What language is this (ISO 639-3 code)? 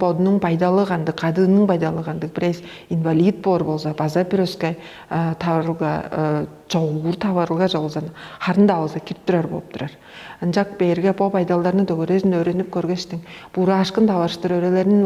tyv